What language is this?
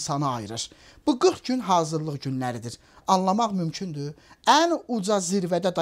Azerbaijani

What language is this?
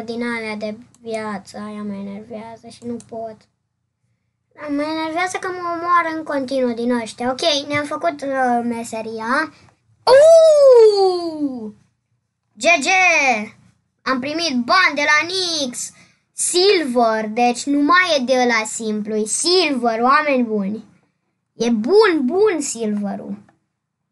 Romanian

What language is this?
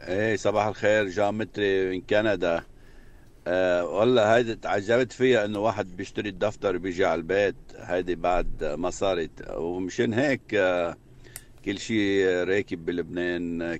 North Levantine Arabic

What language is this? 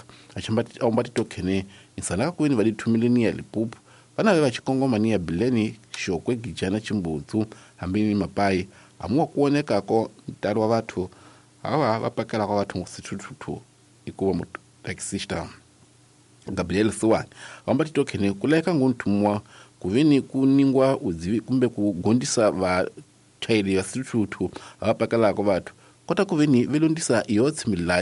Tsonga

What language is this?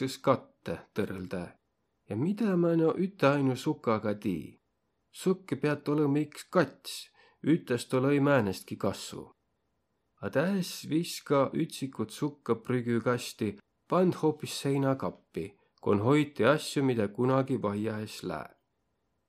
Võro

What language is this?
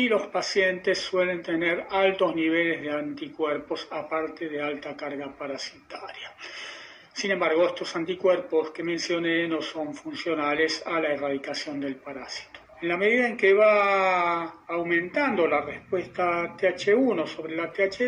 Spanish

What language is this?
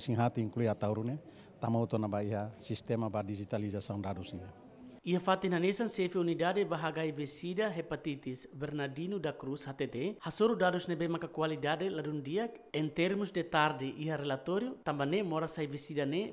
Tetum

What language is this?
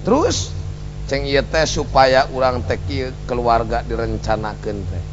Sundanese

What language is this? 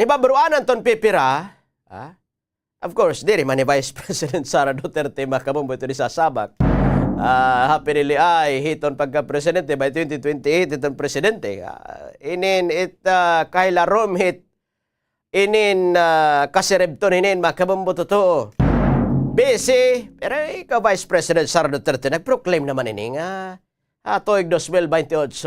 Waray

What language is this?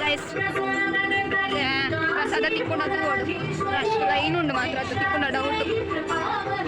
Tulu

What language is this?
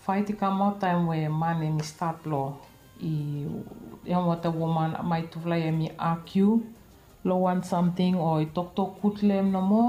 Bislama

